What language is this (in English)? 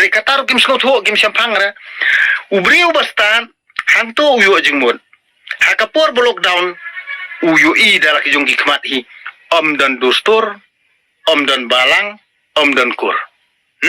Khasi